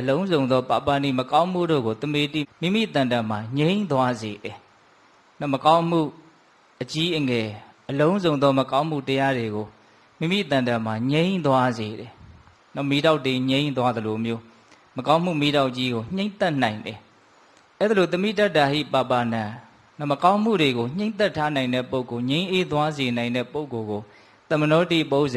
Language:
Burmese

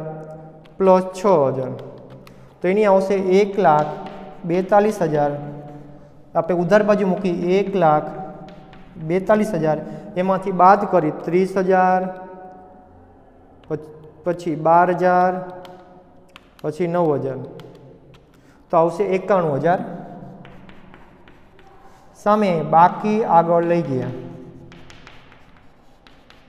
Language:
Gujarati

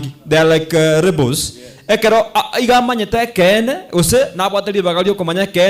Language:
Gusii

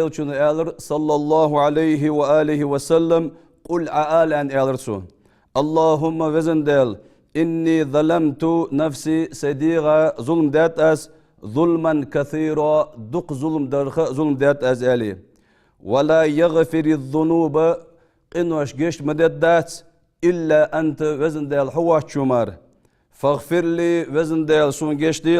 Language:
Ingush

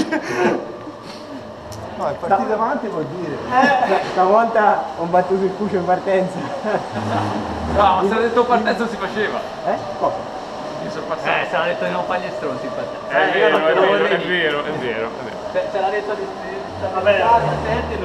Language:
Italian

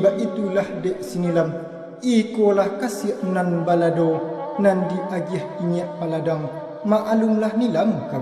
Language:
Minangkabau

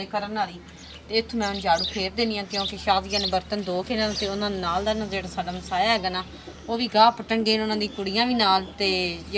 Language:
Punjabi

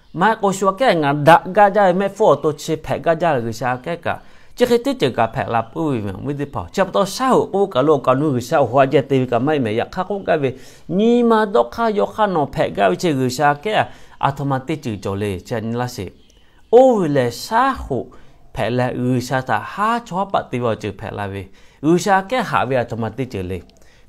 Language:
Lahu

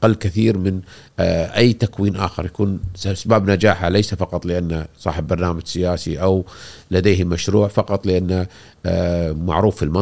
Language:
Gulf Arabic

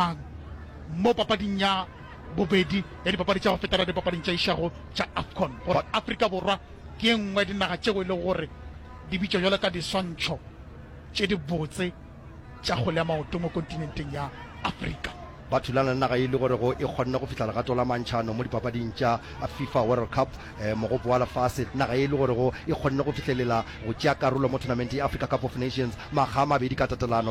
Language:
Northern Sotho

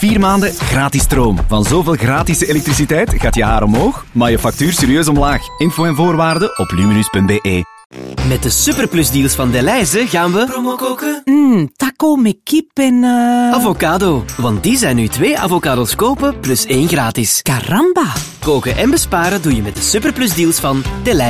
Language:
Dutch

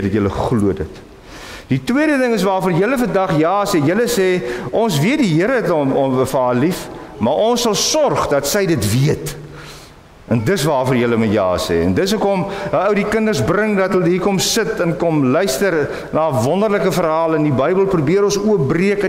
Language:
Afrikaans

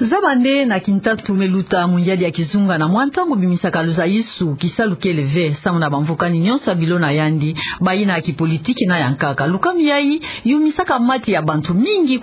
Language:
Kituba (Democratic Republic of Congo)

